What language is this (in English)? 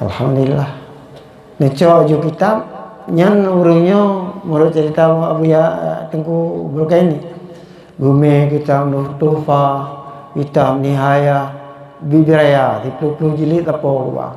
Achinese